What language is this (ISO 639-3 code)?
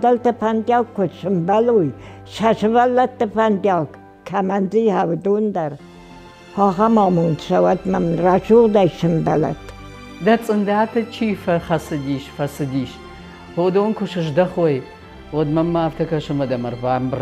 oss